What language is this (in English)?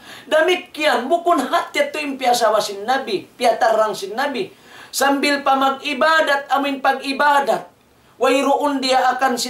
Tausug